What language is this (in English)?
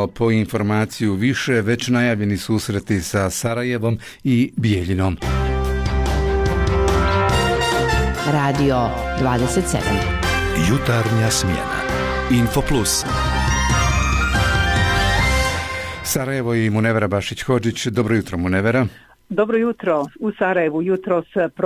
Bosnian